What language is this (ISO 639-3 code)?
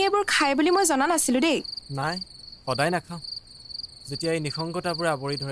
asm